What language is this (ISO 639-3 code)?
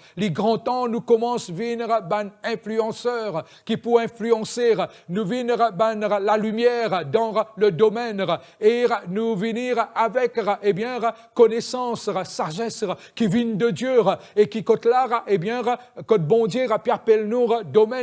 mfe